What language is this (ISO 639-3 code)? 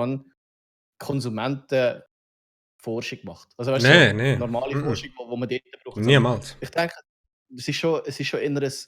gsw